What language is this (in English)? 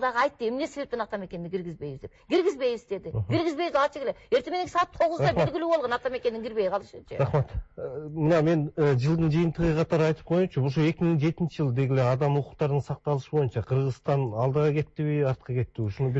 Kyrgyz